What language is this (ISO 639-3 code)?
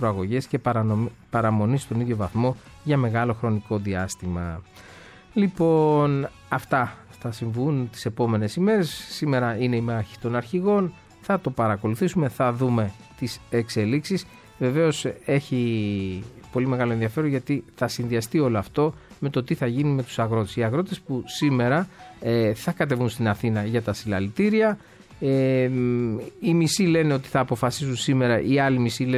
ell